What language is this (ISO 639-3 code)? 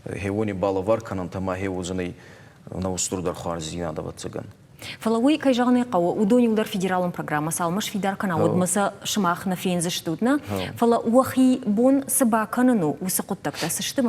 oss